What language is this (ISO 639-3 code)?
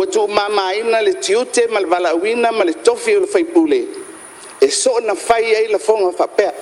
smo